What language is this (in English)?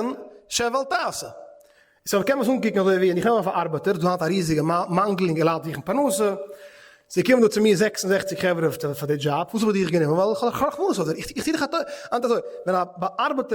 Yiddish